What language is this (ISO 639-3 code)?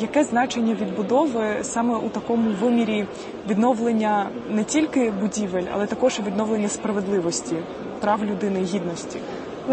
ukr